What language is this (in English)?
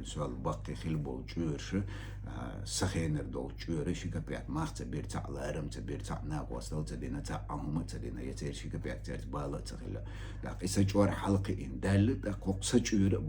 Chechen